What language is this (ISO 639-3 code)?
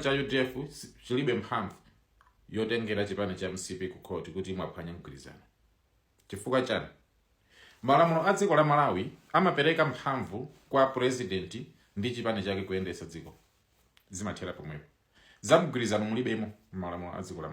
nya